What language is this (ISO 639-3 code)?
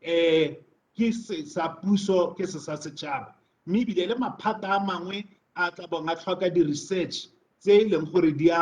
tsn